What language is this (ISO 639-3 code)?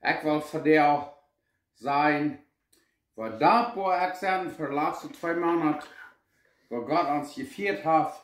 pdt